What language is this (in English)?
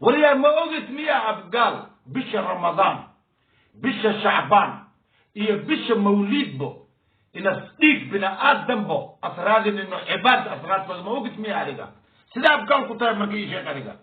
Somali